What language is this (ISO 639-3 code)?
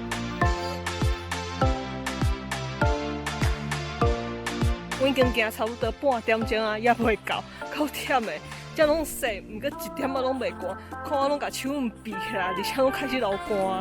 nan